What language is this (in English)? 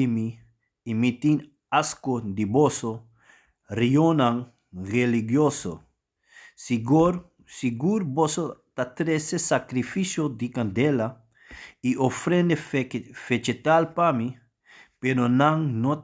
Papiamento